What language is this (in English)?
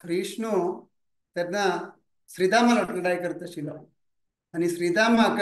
Konkani